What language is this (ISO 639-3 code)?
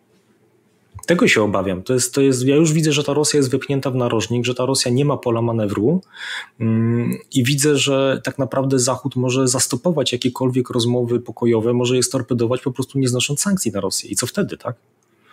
pol